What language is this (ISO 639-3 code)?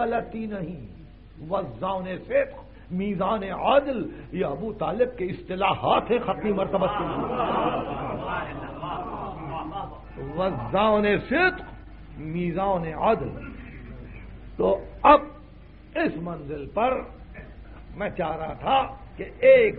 urd